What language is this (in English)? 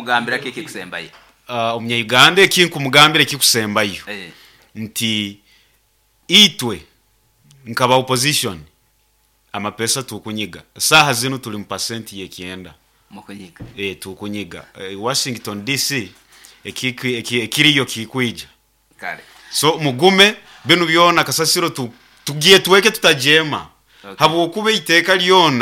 Nyoro